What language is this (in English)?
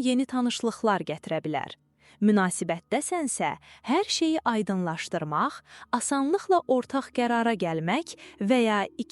Azerbaijani